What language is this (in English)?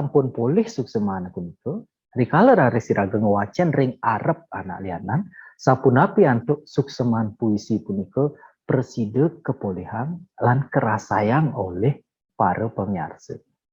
Balinese